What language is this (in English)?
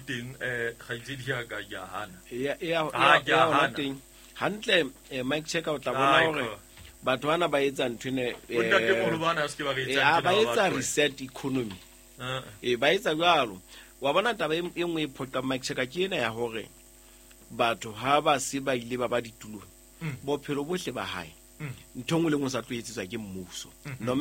Southern Sotho